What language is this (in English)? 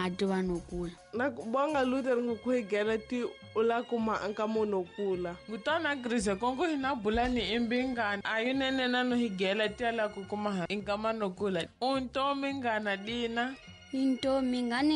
Tsonga